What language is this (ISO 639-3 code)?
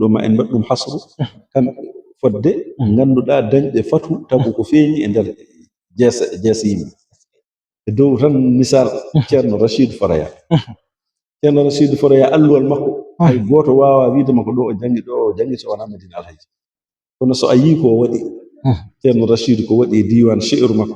ful